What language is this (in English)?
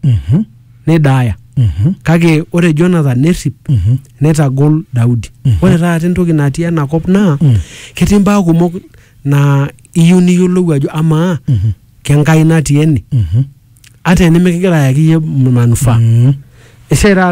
Masai